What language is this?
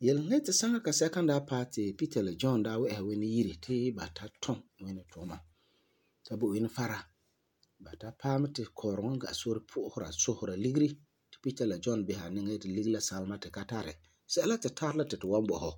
Frafra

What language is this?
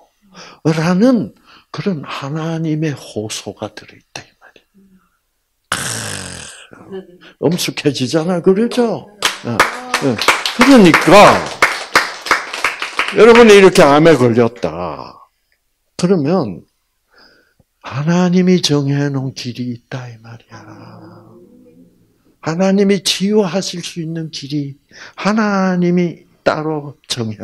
Korean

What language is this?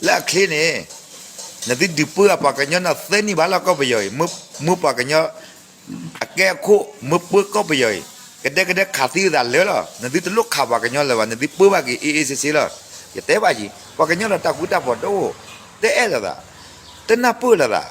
S'gaw Karen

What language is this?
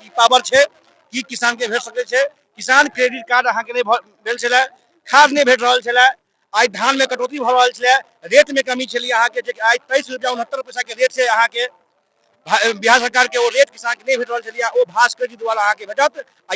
Maithili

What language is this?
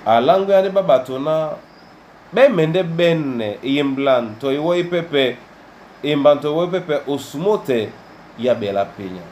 Duala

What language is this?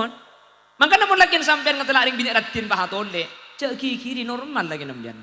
Madurese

